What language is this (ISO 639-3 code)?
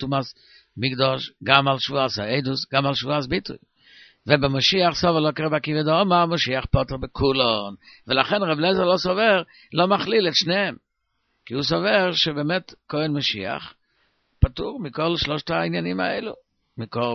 heb